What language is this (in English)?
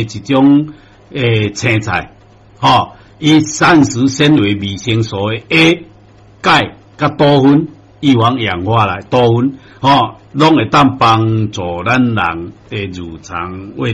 Min Nan Chinese